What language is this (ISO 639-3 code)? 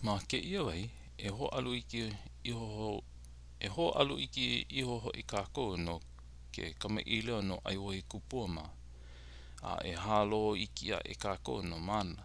haw